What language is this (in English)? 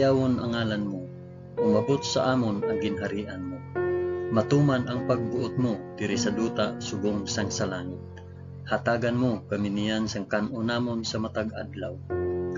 Hiligaynon